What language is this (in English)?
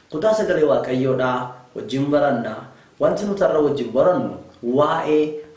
Oromo